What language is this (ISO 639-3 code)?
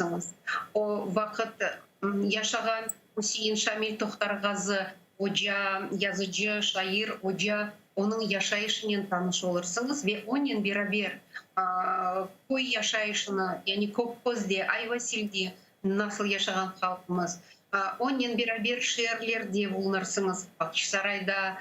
crh